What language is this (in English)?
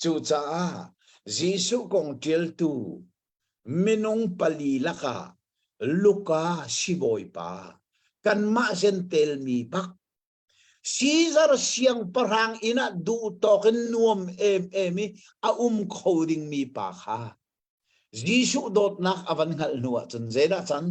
Hakha Chin